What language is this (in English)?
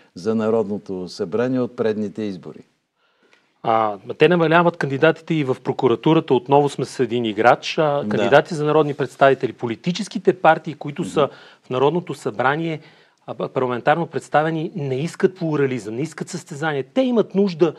Bulgarian